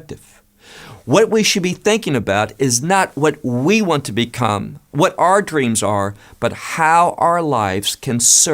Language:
English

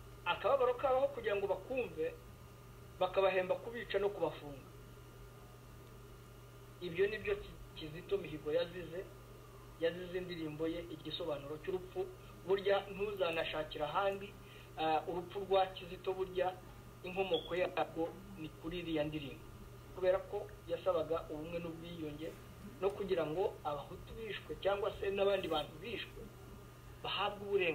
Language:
Kinyarwanda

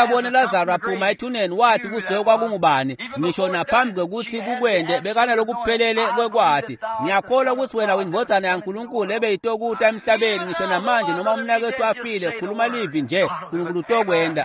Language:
Swati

